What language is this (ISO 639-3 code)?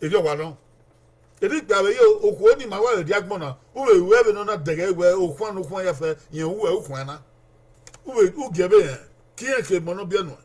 bin